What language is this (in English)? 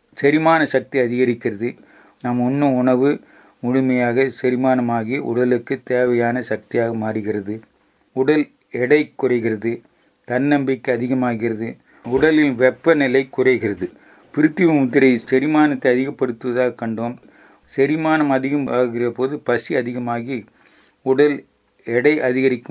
Tamil